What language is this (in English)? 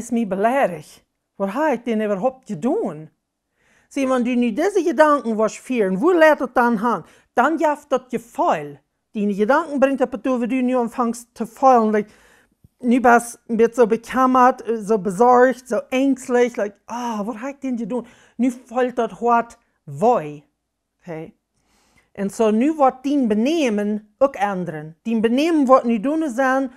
Plautdietsch